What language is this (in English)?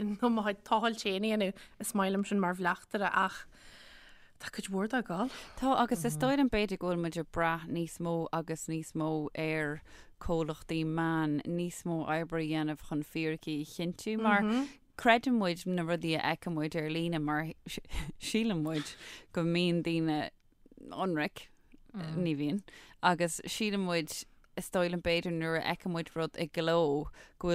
Irish